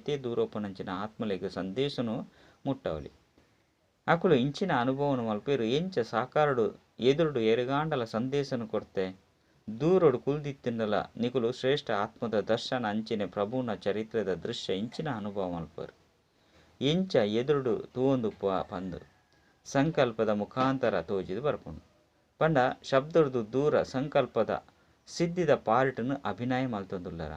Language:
Tulu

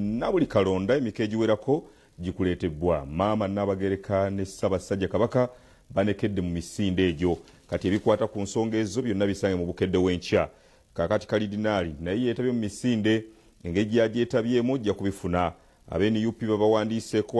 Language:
Ganda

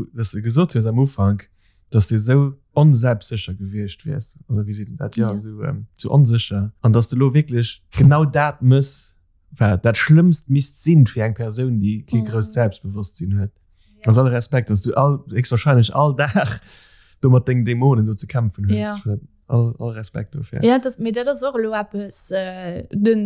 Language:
Luxembourgish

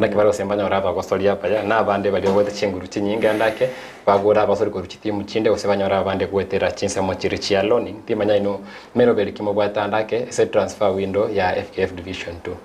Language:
Gusii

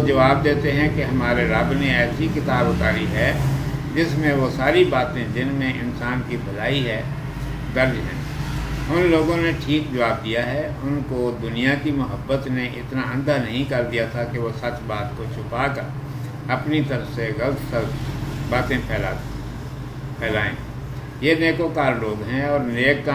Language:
Urdu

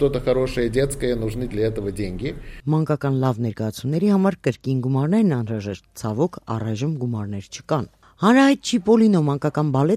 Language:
Armenian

